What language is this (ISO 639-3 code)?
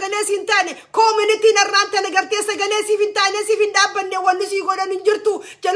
orm